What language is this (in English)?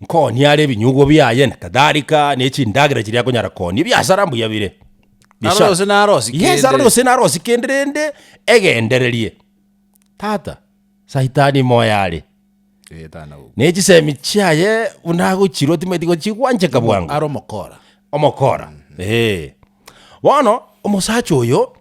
Gusii